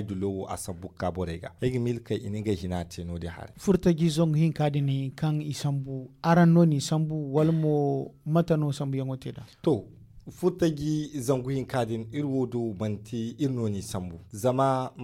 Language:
Zarma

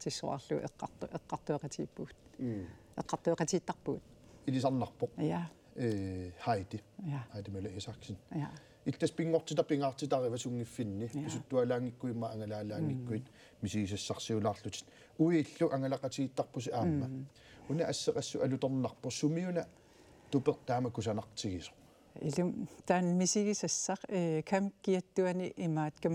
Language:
Kalaallisut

